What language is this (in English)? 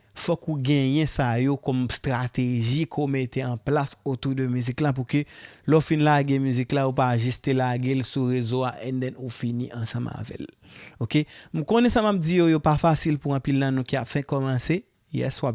Haitian Creole